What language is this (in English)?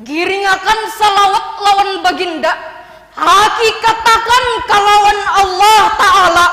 Banjar